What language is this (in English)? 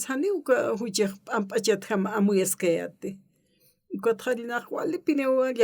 Aymara